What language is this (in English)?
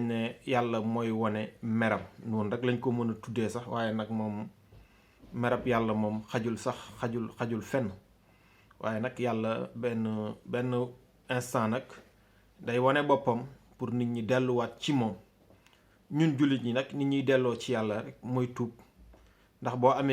Wolof